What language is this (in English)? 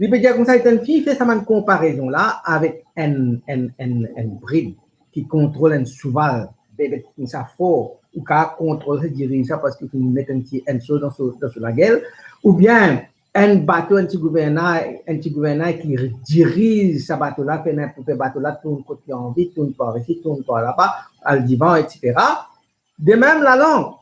Morisyen